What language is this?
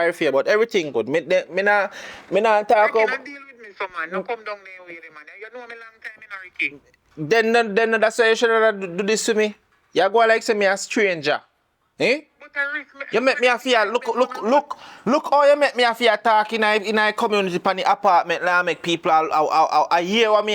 Jamaican Creole English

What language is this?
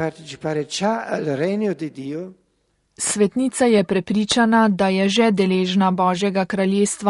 Slovenian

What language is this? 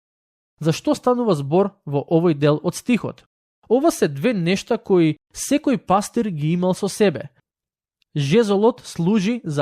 Macedonian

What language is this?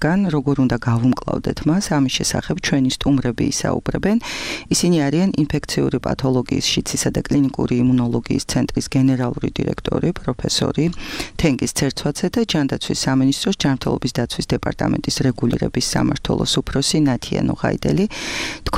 Georgian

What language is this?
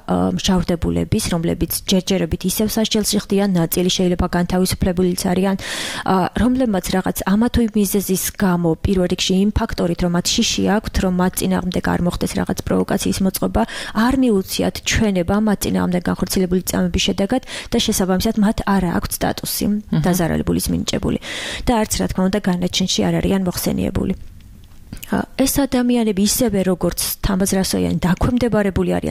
Georgian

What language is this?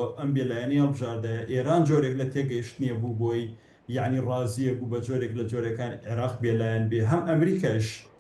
Central Kurdish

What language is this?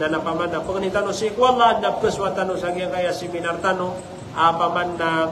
Maranao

